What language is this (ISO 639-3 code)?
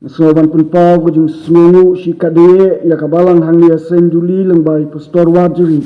kha